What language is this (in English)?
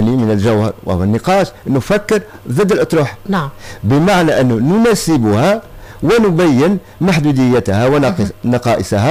Tunisian Arabic